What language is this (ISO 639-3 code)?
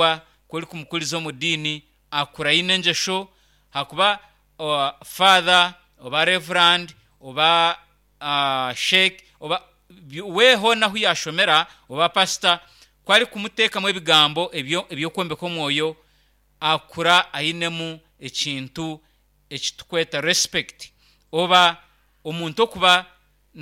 nyn